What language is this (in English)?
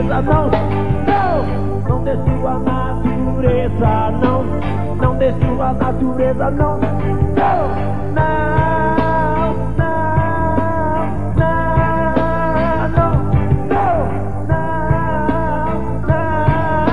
Portuguese